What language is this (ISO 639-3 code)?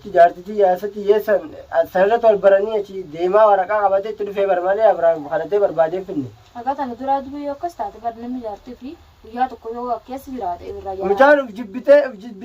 orm